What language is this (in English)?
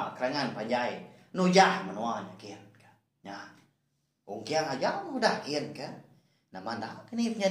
Iban